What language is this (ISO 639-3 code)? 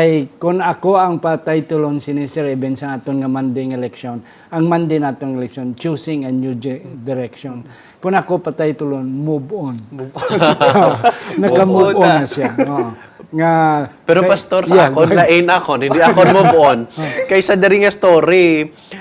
hil